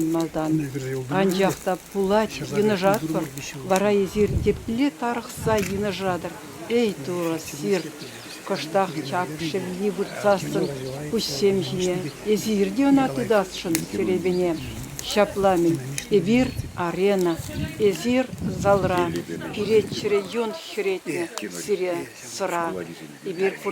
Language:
Chuvash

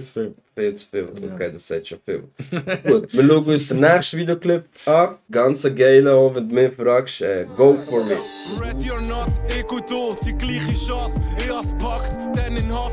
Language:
Swiss German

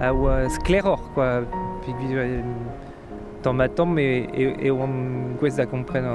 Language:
Breton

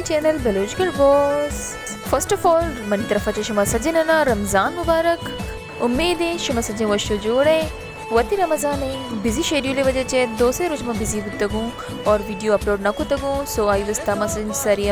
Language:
Baluchi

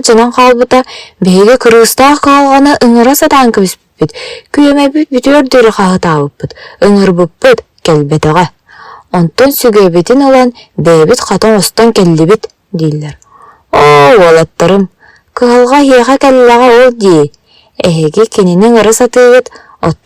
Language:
Yakut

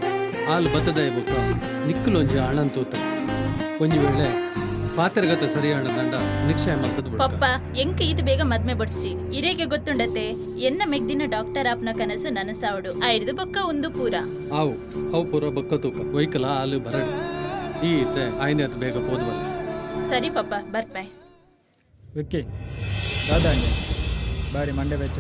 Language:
Tulu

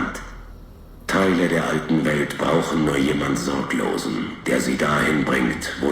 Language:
Bavarian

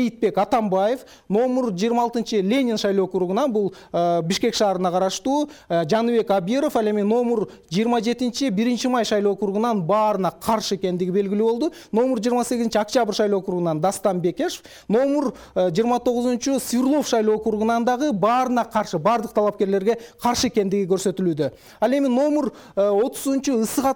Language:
Kyrgyz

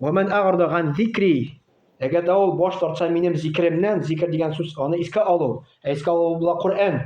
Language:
Tatar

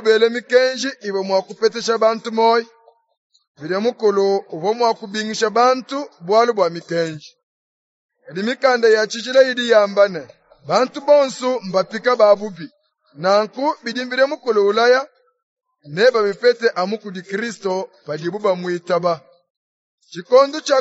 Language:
Luba-Lulua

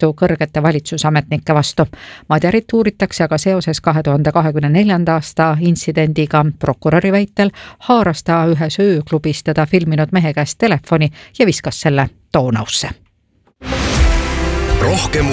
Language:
Estonian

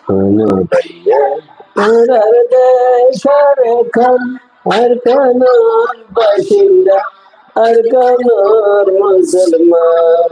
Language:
Rohingya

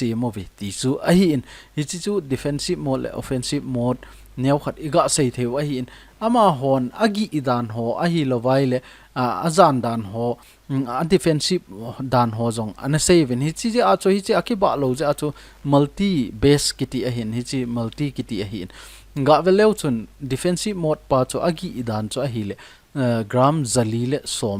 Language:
Thado Chin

